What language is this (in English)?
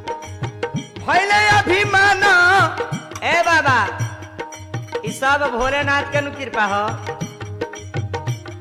Bhojpuri